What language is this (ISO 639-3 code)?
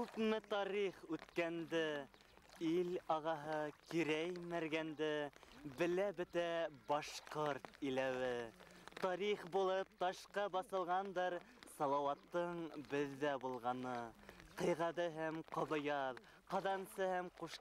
bak